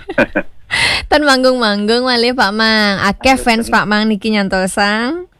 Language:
Balinese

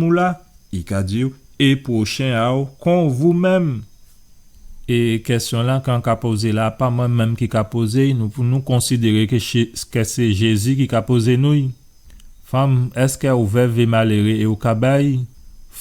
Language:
Guadeloupean Creole French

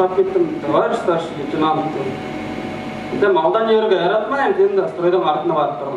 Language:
Bashkir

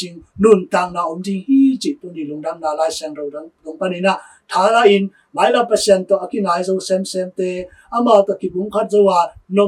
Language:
Tedim Chin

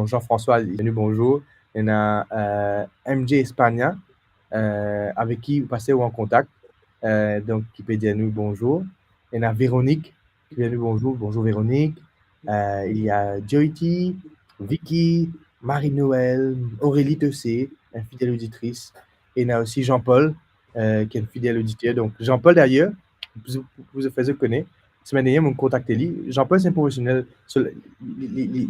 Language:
Morisyen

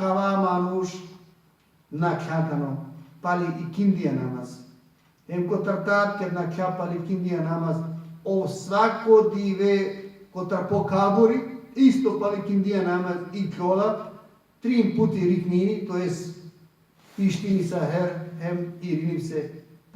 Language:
Balkan Romani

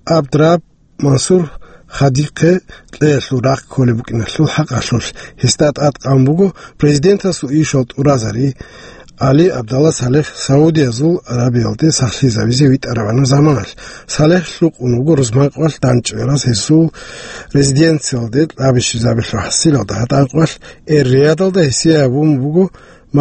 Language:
Avaric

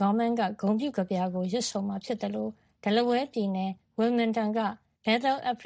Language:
Burmese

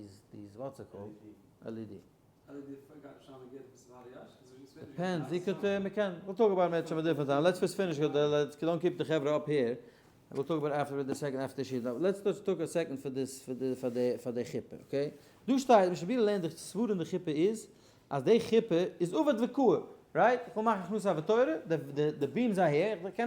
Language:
Yiddish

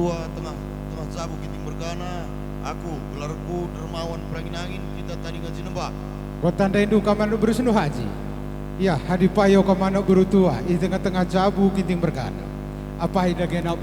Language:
Batak Karo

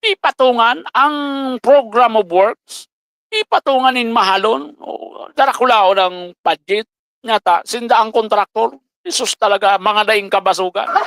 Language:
Bikol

